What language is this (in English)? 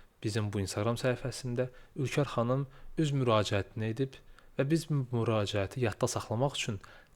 Azerbaijani